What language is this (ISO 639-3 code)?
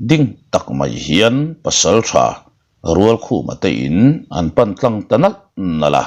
lus